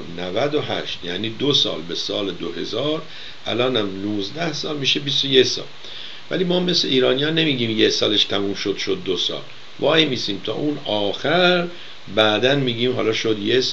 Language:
Persian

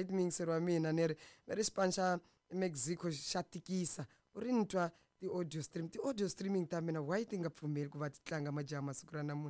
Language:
Tsonga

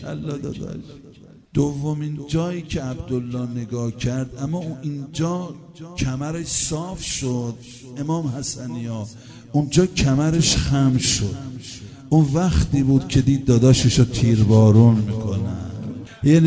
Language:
Persian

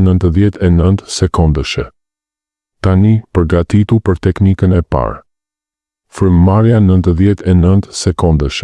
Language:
Albanian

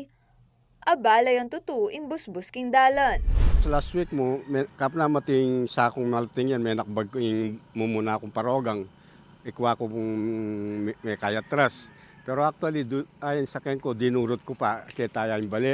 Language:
Pampanga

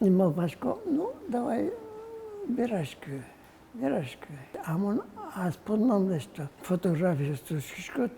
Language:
Udmurt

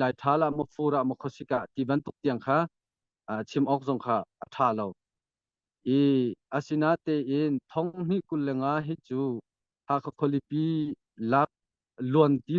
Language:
Hakha Chin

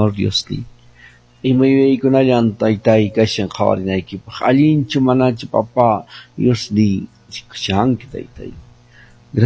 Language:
Quechua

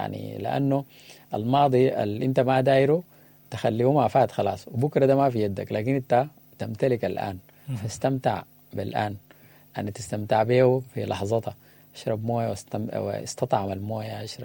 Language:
Sudanese Arabic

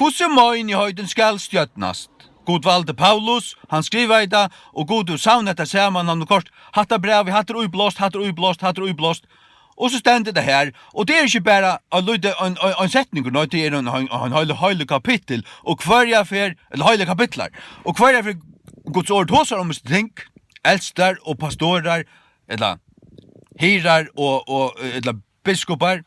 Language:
Faroese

